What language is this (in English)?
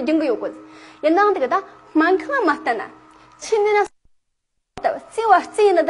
Tibetan